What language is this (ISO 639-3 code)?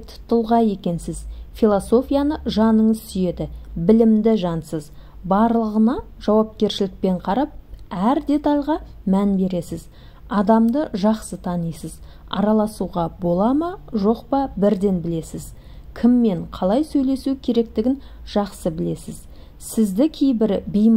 kaz